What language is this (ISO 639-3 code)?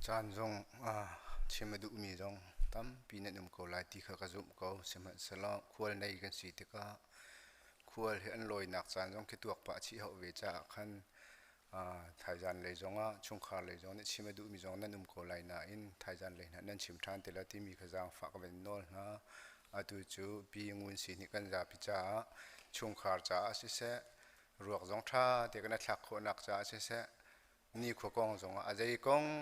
cnh